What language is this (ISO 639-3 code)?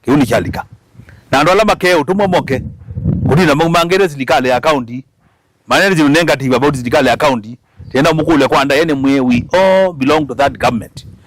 kam